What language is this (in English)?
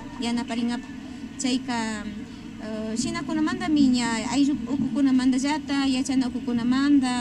Imbabura Highland Quichua